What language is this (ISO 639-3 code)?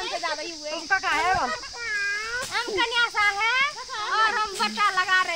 hin